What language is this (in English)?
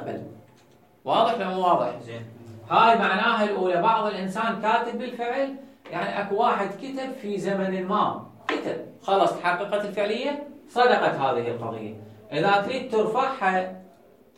Mesopotamian Arabic